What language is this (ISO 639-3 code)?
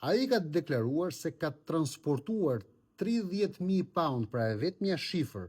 sqi